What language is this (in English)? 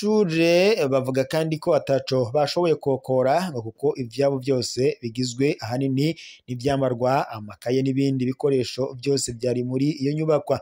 Rundi